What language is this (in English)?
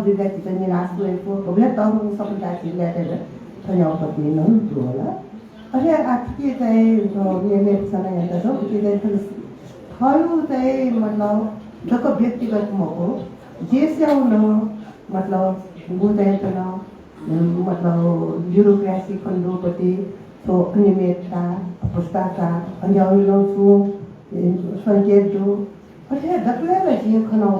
Newari